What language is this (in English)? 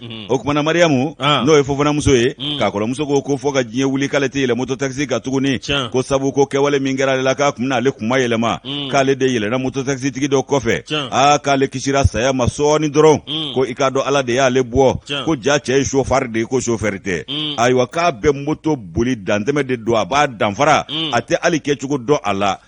Bambara